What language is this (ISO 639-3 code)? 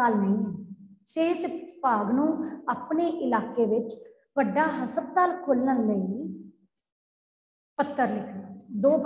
pan